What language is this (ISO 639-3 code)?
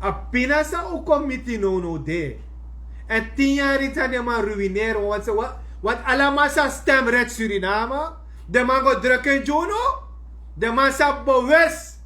srn